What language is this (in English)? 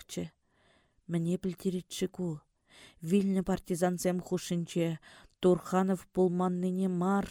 Chuvash